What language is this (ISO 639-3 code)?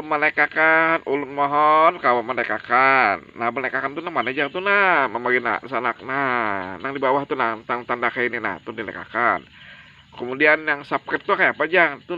bjn